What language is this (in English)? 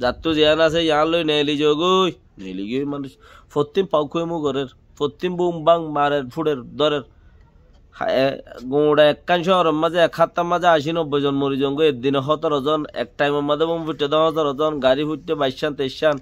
Rohingya